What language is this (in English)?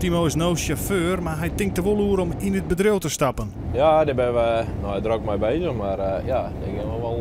Western Frisian